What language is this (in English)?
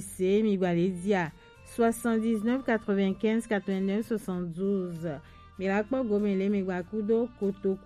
Gen